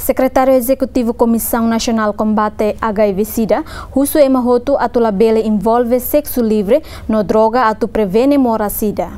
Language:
Tetum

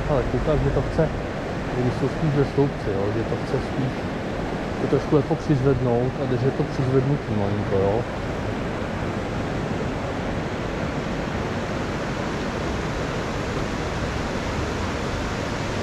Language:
Czech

